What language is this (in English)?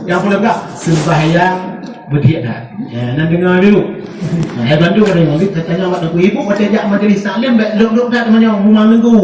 Achinese